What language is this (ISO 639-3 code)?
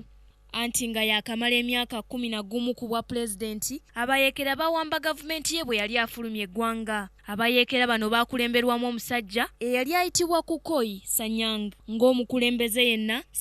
lug